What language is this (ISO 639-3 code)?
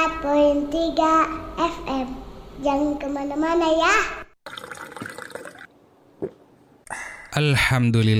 ind